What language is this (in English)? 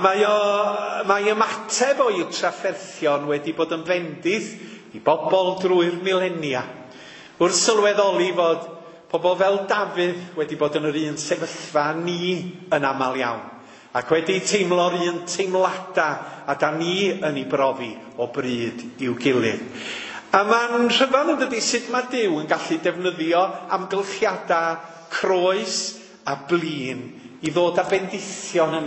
Welsh